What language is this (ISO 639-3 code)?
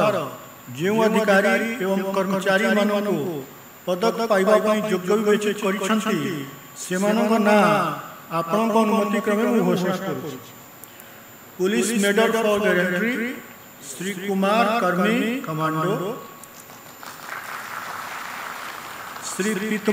ori